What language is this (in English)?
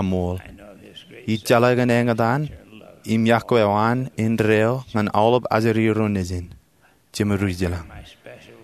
Marshallese